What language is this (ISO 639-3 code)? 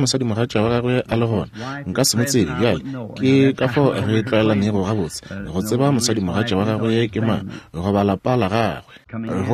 nso